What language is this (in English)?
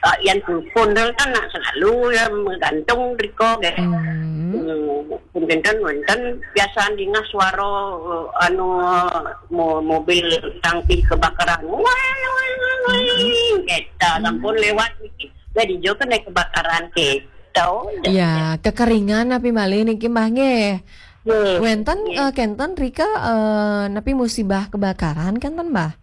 Balinese